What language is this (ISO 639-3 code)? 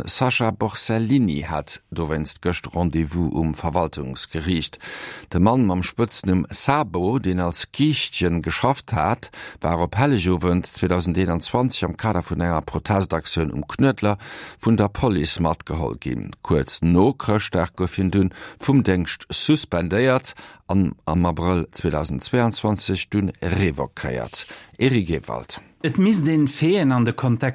ltz